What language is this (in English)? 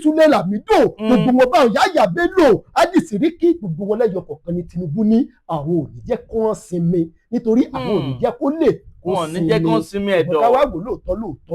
Yoruba